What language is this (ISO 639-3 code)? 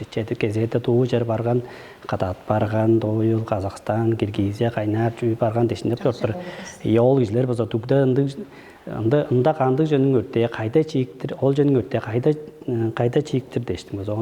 tyv